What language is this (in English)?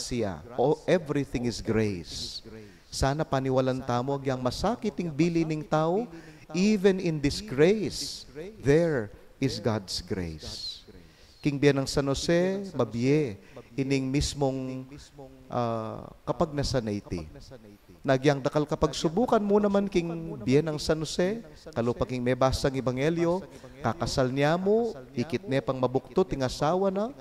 Pampanga